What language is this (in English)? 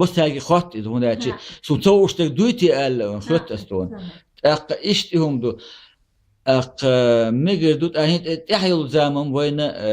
Chechen